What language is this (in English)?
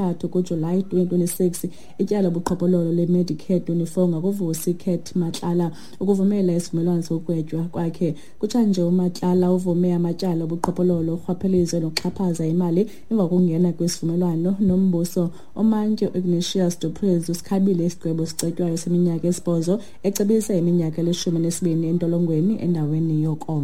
Xhosa